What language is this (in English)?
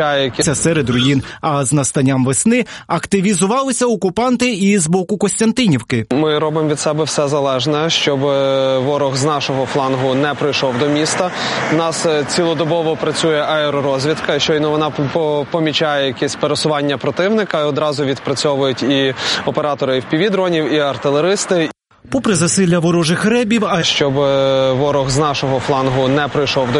Ukrainian